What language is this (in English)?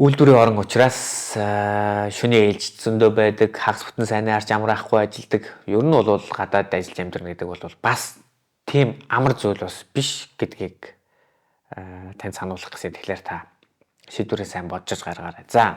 Mongolian